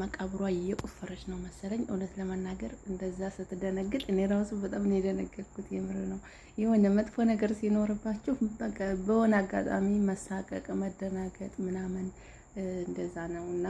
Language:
Amharic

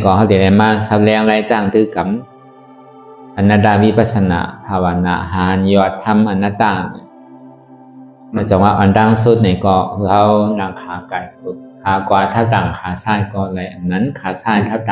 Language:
Shan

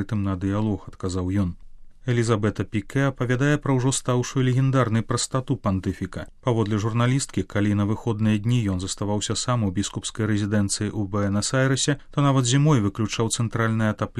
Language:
Belarusian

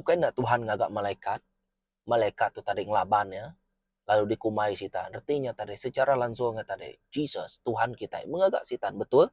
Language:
Iban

